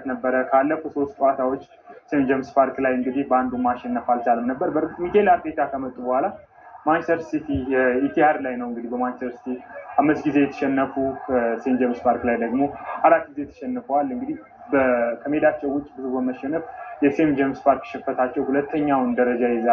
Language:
Amharic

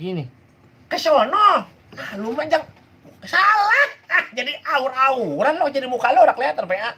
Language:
Betawi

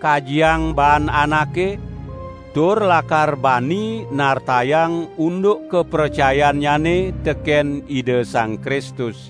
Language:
Balinese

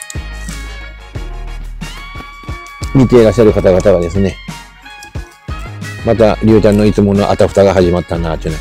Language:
Japanese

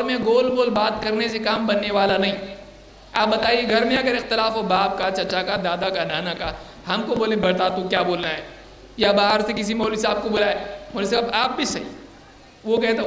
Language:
Urdu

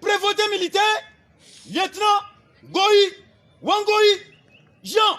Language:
Lingala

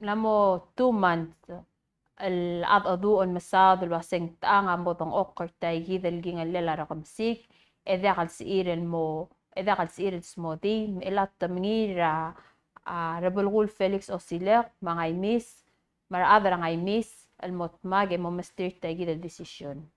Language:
Palauan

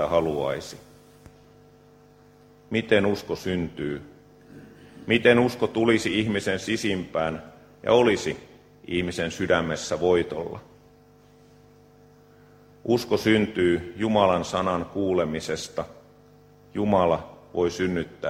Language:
Finnish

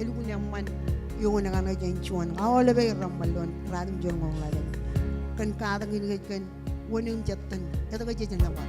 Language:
Marshallese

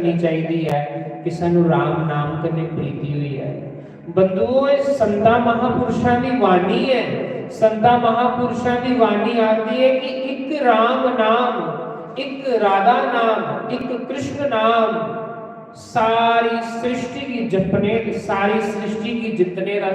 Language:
Dogri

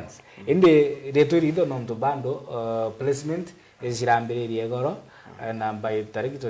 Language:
Meru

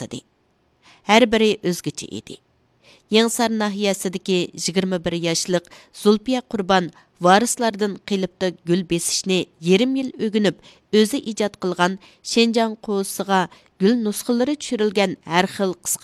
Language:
Uyghur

